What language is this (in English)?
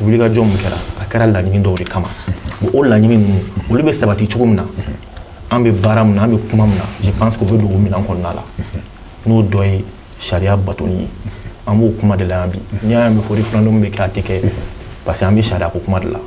Bambara